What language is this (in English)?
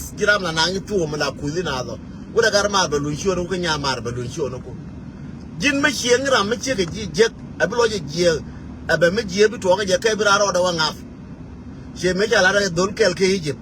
Nuer